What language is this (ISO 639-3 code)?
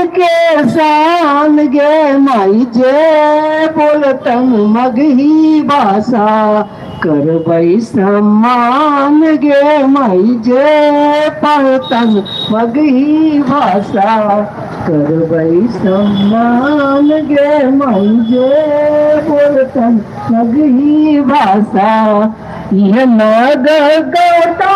mag